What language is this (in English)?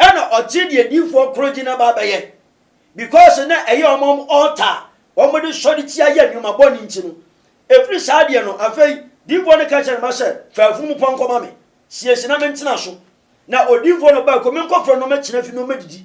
Akan